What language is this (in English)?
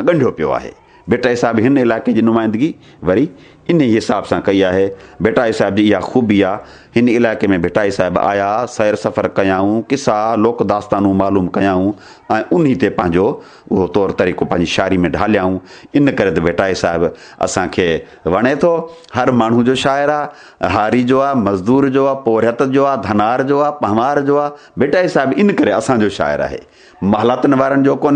Sindhi